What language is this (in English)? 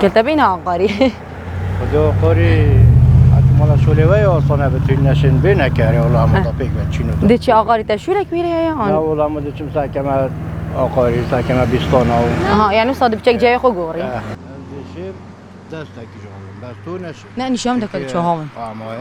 Kurdish